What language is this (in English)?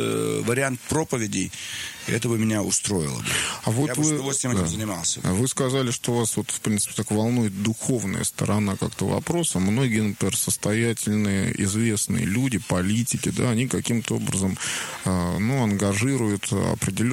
Russian